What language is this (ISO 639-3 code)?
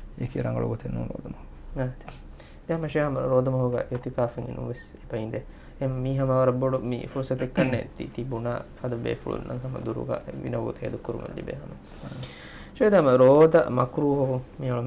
div